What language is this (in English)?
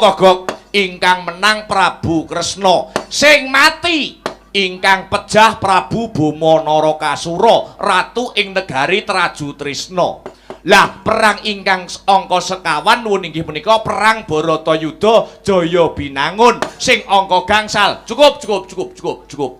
Javanese